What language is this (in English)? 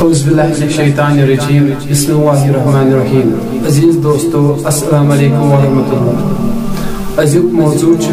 Kashmiri